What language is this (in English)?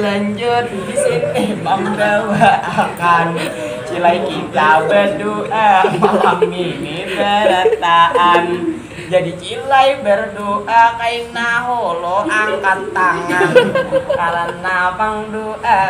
Banjar